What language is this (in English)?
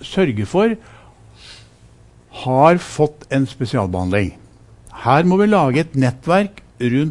Norwegian